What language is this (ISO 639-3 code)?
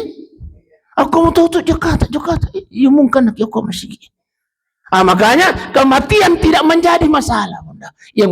bug